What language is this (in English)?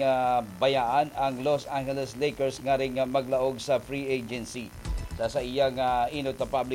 Bikol